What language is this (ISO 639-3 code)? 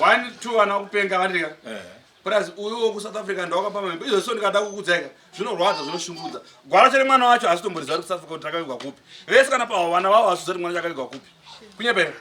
sna